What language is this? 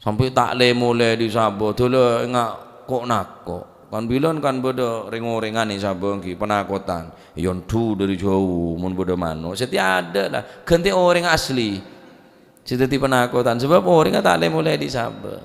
Madurese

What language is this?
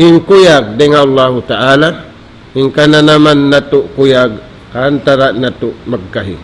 Tausug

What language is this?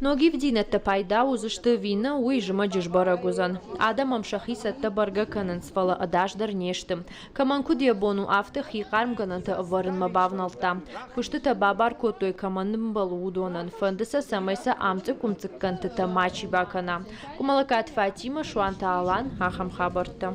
Ossetic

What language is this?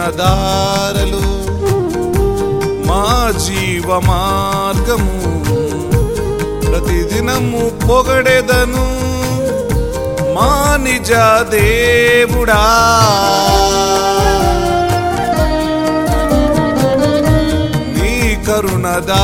Telugu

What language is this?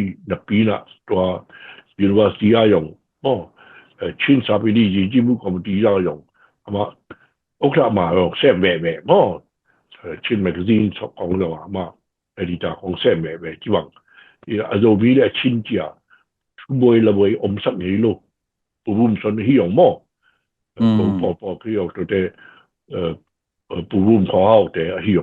Tedim Chin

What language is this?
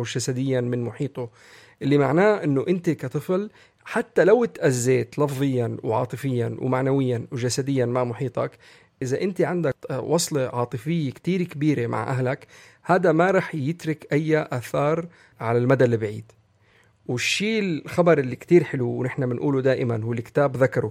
North Levantine Arabic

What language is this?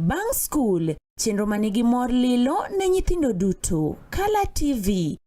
Luo (Kenya and Tanzania)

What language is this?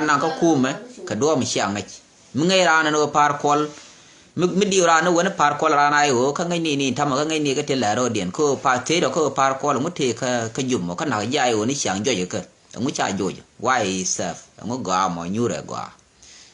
Nuer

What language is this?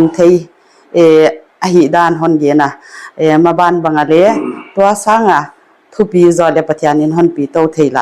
Paite Chin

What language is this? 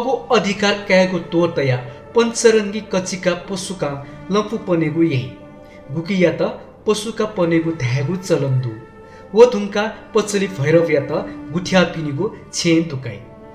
Newari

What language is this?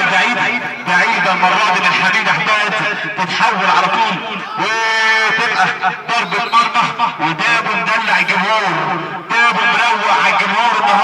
Egyptian Arabic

